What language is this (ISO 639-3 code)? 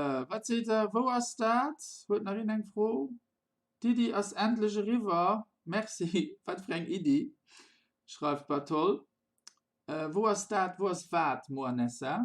ltz